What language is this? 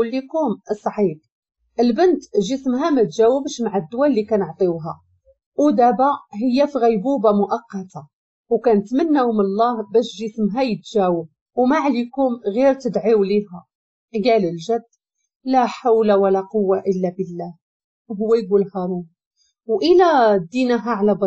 Moroccan Arabic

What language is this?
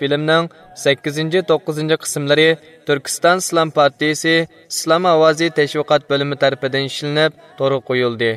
Uyghur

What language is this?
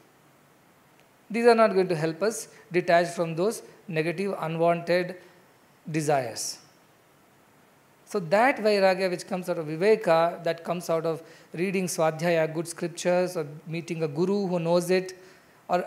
English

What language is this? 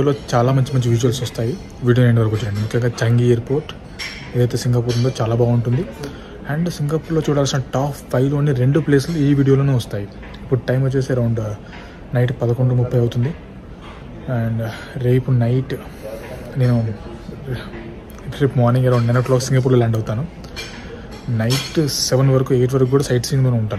Telugu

